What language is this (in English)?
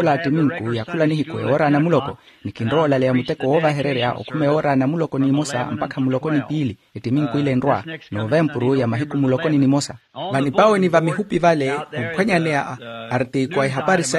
Makhuwa